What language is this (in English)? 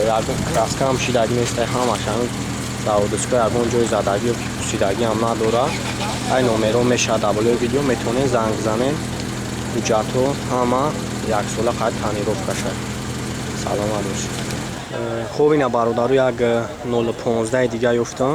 Tajik